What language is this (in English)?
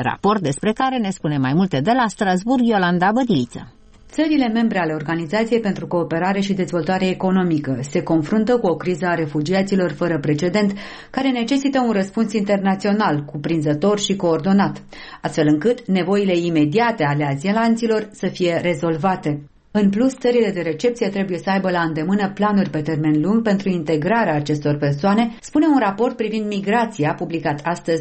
Romanian